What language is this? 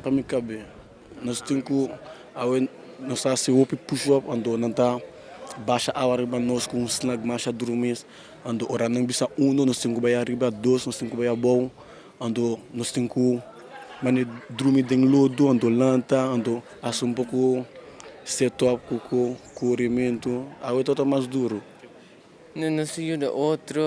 Papiamento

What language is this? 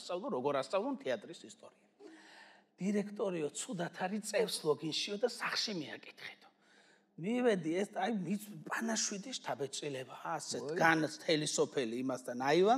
Georgian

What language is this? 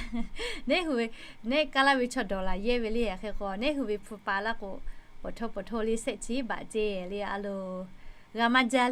Lahu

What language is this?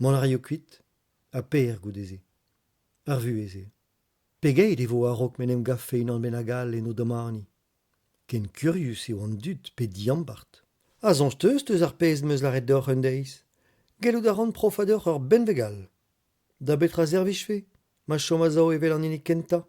Breton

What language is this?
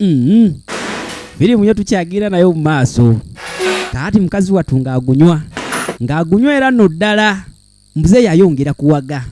Ganda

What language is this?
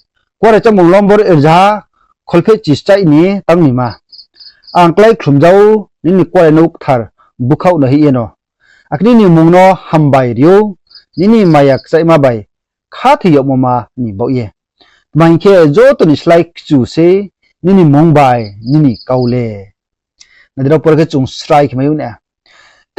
Riang (India)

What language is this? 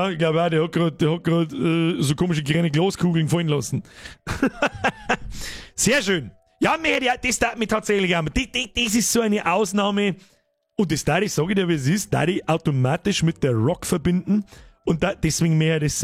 Bavarian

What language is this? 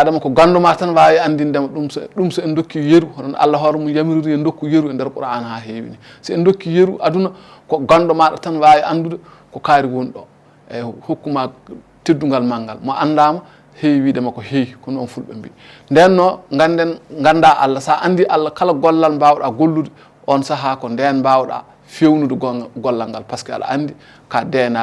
Fula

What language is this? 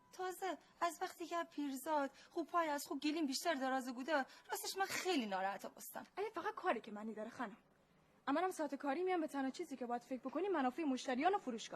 Gilaki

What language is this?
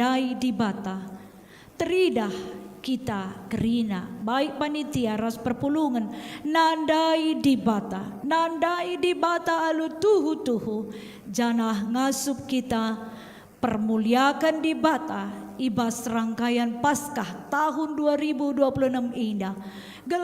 Batak Karo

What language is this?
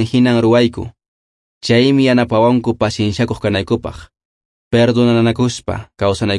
Quechua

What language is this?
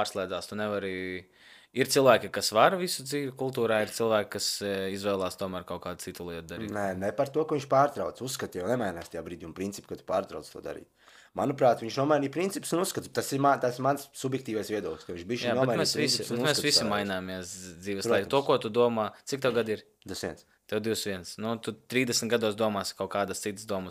Latvian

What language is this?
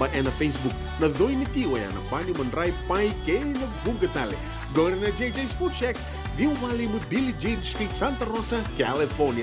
Fijian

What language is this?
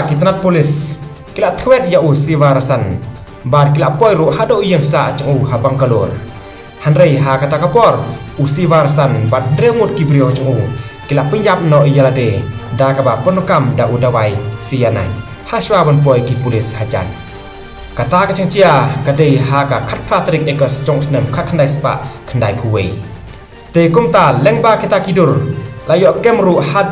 Khasi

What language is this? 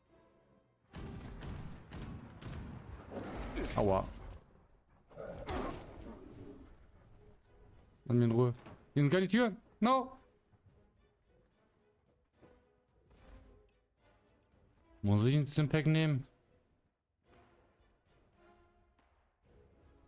German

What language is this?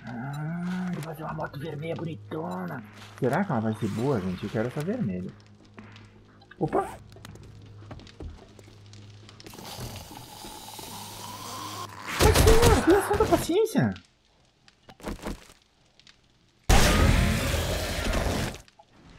Portuguese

